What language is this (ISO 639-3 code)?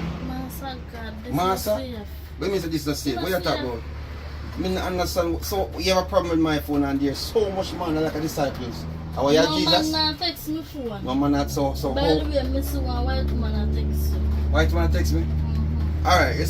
jam